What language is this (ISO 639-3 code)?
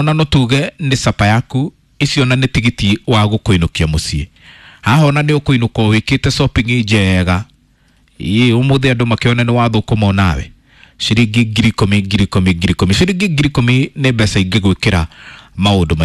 kik